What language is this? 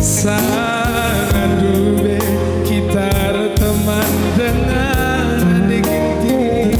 Batak Karo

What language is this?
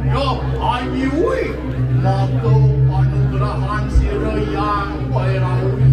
Balinese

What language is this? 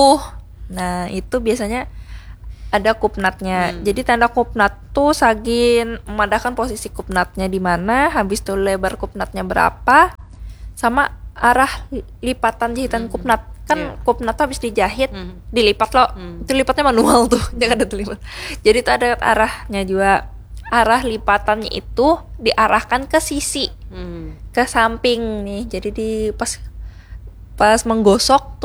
Banjar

